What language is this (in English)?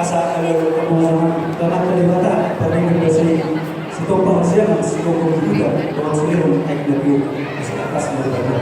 Batak Toba